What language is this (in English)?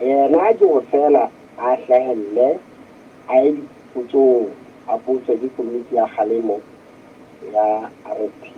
Southern Sotho